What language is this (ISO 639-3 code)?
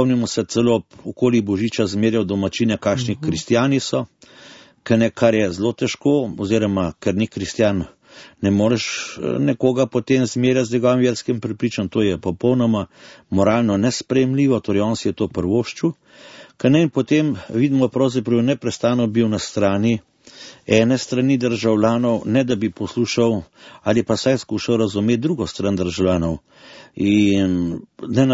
slv